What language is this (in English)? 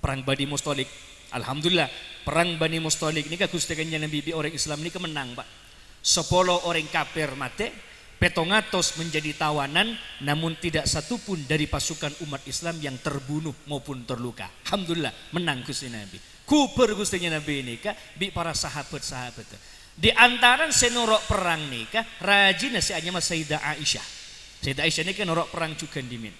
Madurese